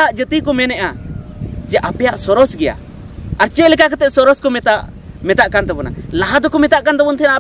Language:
Santali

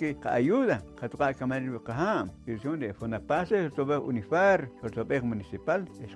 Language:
Poqomchi'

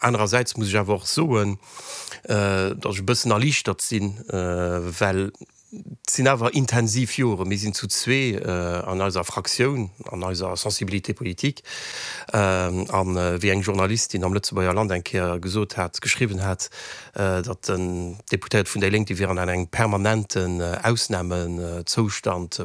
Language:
Luxembourgish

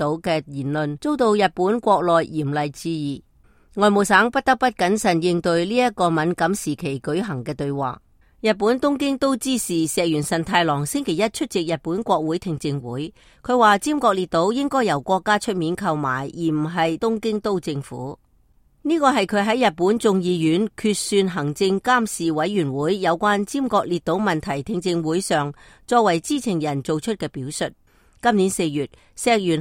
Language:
Cantonese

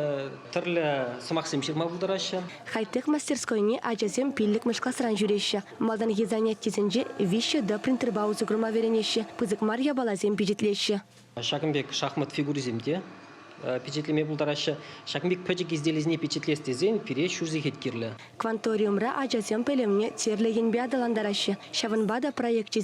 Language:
Chuvash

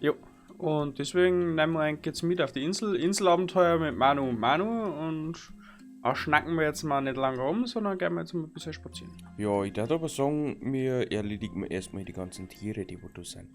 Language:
Bavarian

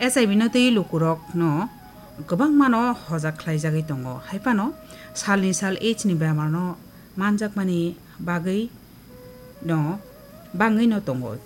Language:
Kok Borok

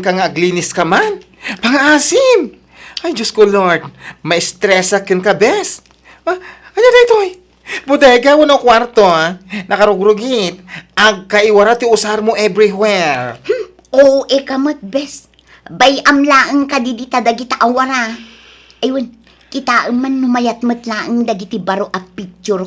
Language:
Iloko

